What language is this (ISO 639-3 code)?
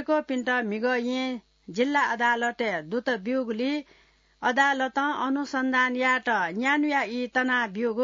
new